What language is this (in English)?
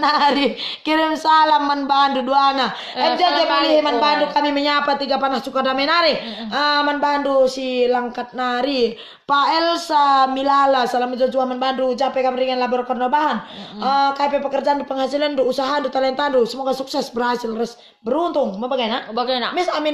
Batak Karo